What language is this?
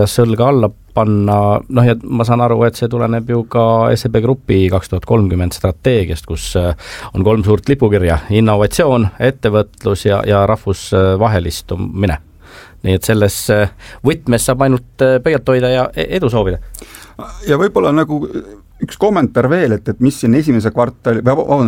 Estonian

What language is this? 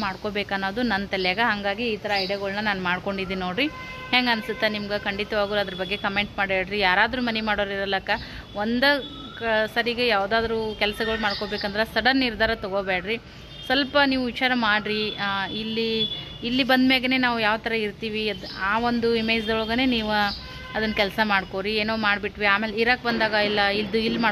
Kannada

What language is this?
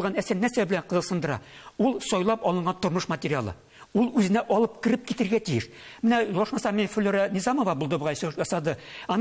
Tatar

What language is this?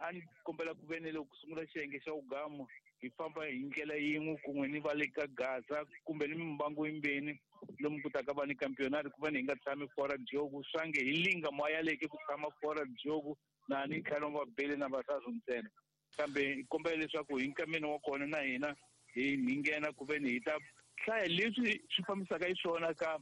Tsonga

